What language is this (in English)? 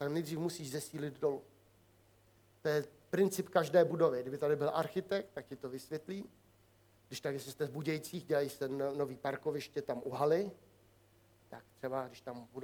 Czech